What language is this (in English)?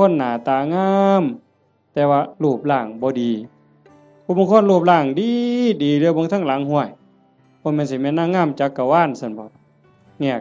Northeastern Thai